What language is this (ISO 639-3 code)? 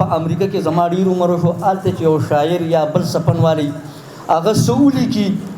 pus